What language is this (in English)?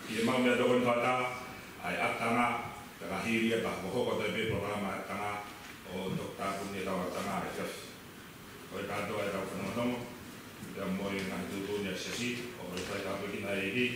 Tongan